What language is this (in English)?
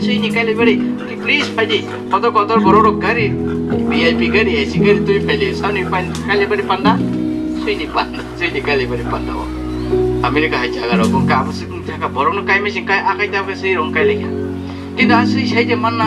Riang (India)